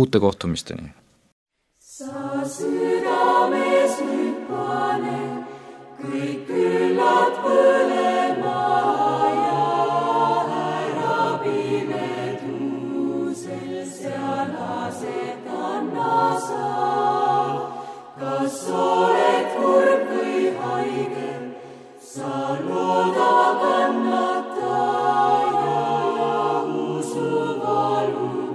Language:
Estonian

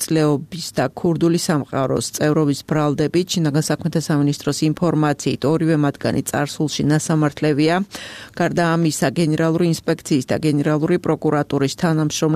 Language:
Georgian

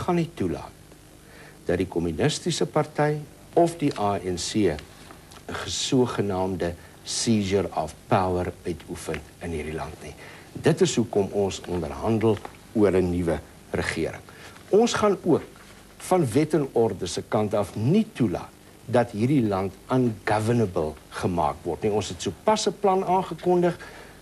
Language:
Afrikaans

